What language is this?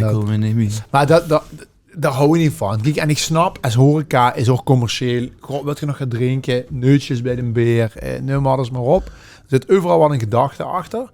Limburgish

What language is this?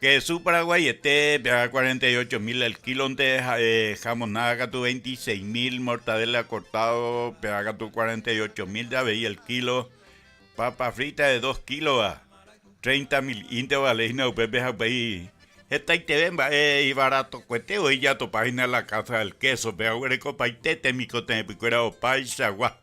Guarani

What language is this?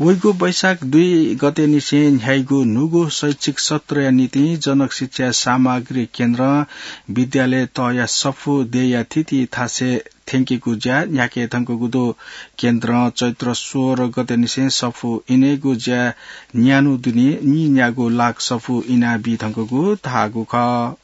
Newari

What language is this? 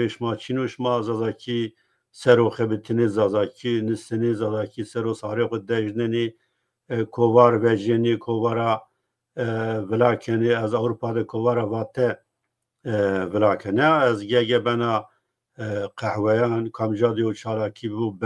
Zaza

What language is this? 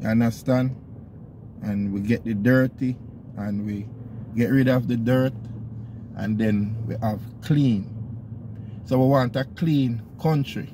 Jamaican Creole English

